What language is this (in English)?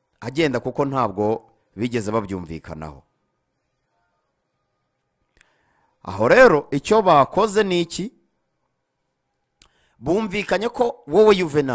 Kinyarwanda